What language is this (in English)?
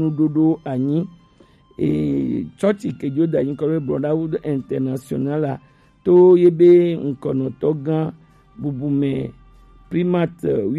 Gen